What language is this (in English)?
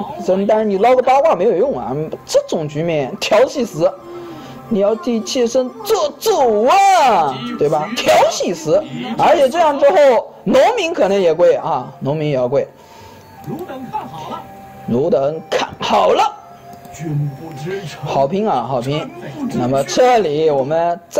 Chinese